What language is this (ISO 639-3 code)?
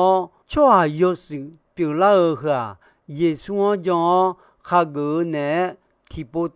ahk